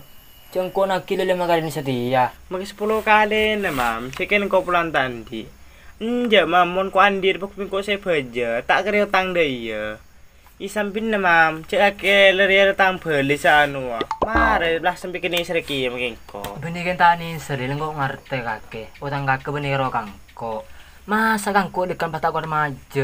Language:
Madurese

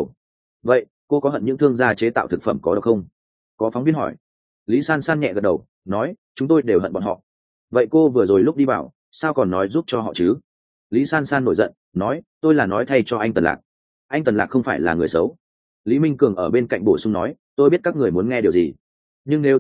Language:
Vietnamese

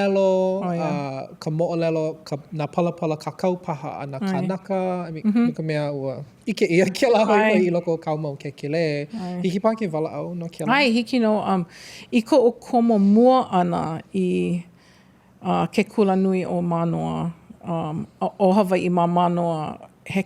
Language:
Hawaiian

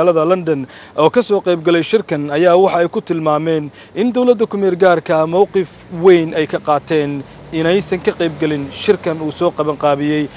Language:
Somali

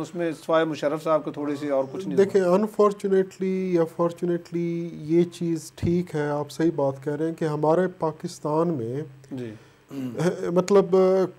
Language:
Urdu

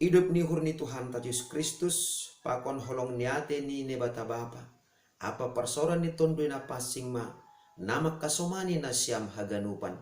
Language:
Batak Simalungun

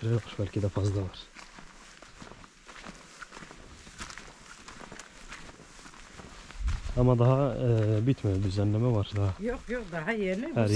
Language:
Turkish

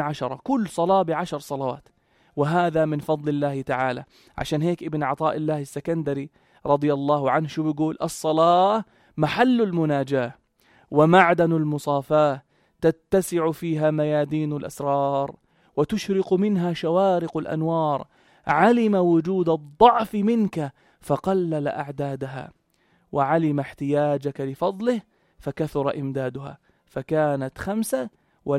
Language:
North Levantine Arabic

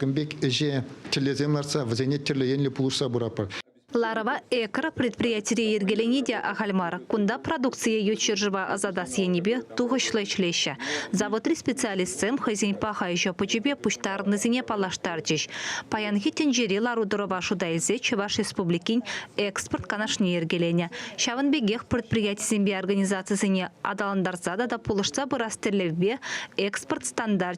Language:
Chuvash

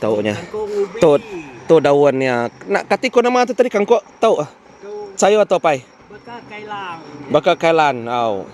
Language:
Iban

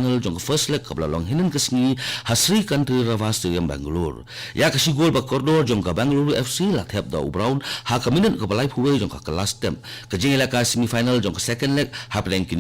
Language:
Khasi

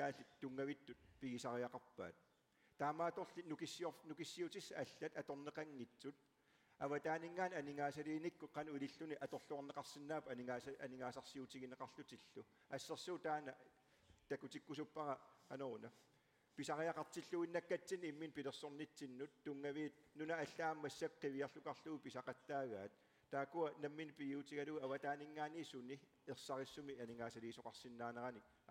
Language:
Kalaallisut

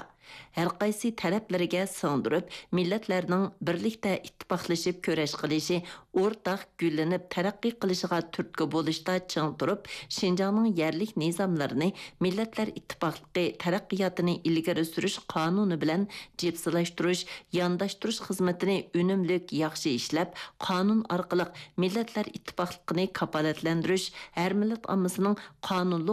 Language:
Uyghur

